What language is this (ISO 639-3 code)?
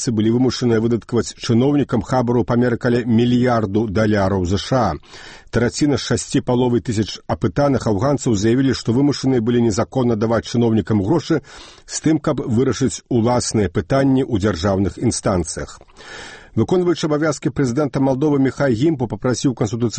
bel